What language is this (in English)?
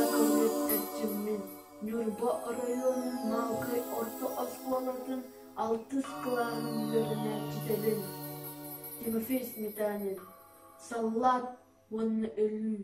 Yakut